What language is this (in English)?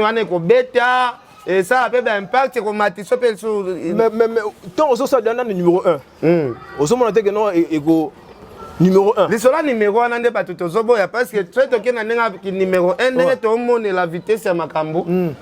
Lingala